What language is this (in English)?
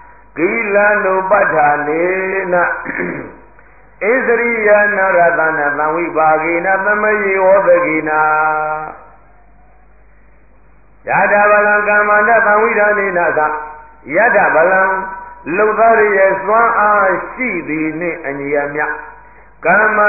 Burmese